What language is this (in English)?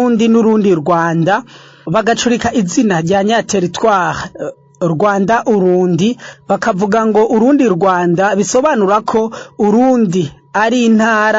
Rundi